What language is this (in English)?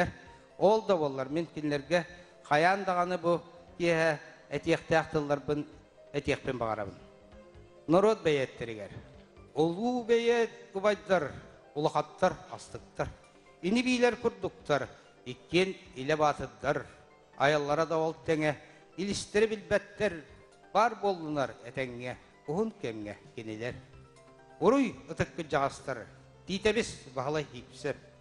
Yakut